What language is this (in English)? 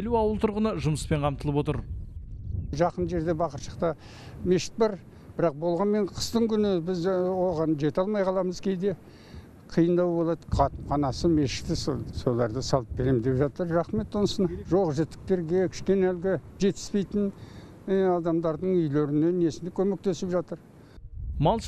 Kazakh